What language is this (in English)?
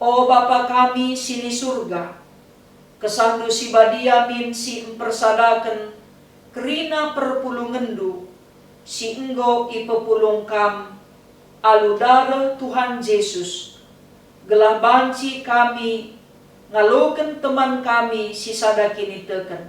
Batak Karo